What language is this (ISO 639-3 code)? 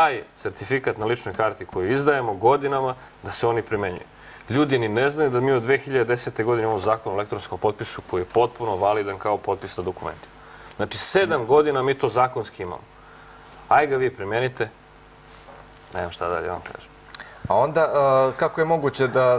srp